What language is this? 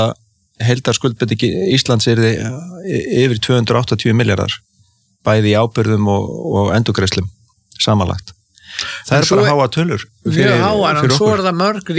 Icelandic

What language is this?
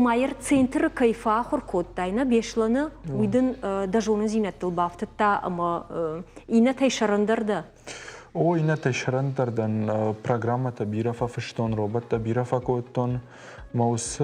Ossetic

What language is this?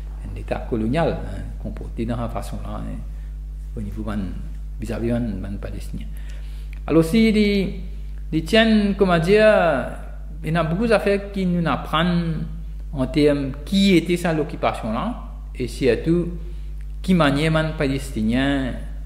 Morisyen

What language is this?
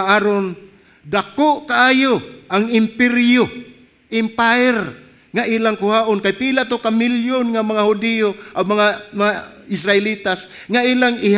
Cebuano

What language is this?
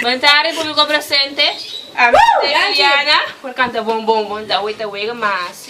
Papiamento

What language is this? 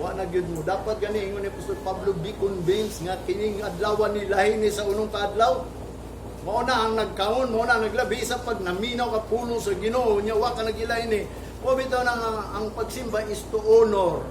Cebuano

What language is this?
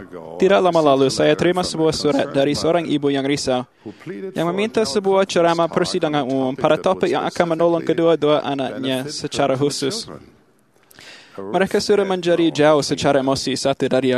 Malay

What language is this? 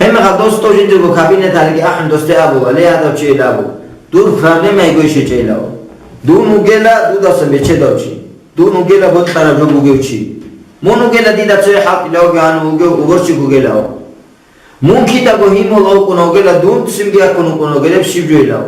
Avaric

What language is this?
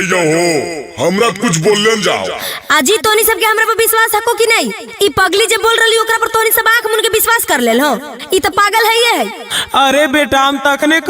Magahi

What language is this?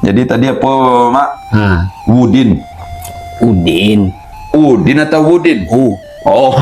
Minangkabau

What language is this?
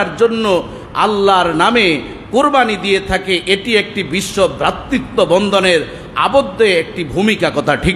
Bangla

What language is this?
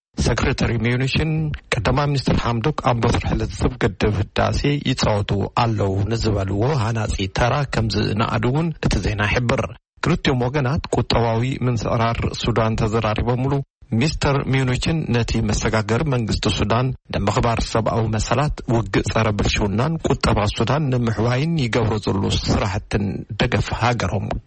Tigrinya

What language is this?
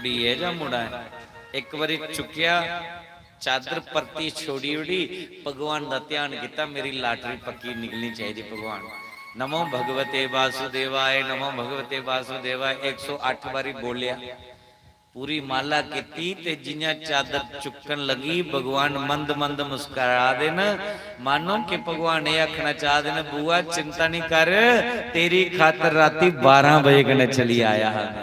Dogri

